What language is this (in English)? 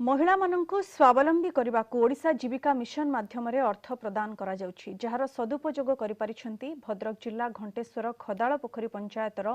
Odia